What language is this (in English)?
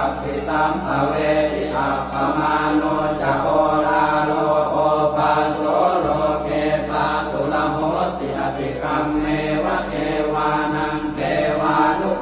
Pali